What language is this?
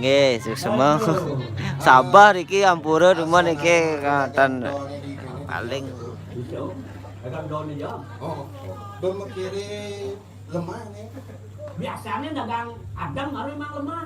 Balinese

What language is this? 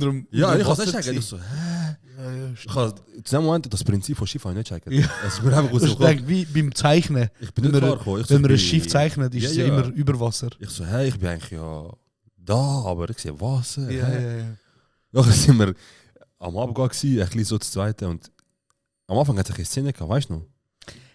Swiss German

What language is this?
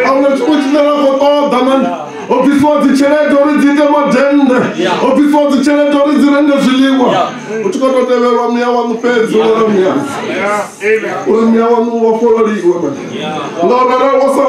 Venda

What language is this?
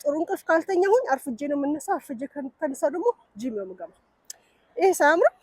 Amharic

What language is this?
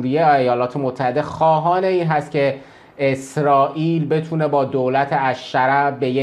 Persian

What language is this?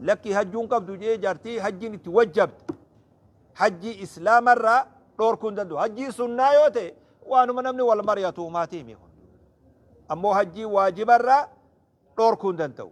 Oromo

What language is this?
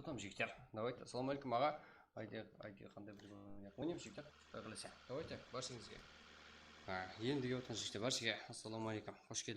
Kara-Kalpak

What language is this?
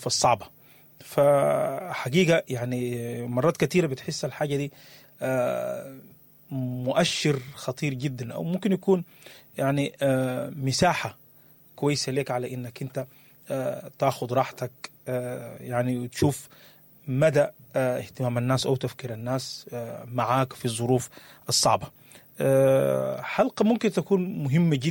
Sudanese Arabic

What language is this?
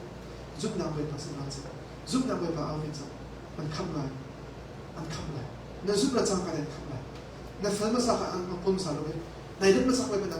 Hakha Chin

